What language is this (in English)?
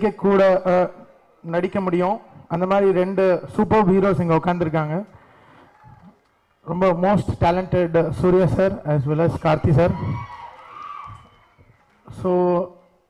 Tamil